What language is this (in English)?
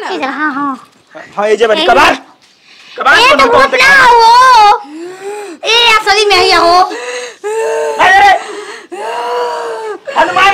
Bhojpuri